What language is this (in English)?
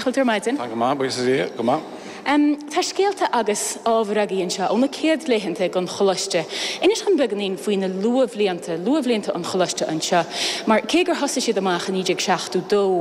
Irish